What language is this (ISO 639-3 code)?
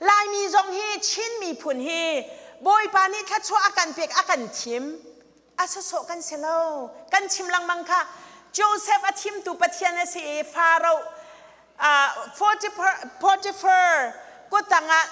cnh